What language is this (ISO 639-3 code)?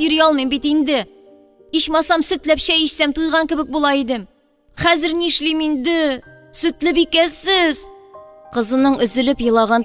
tat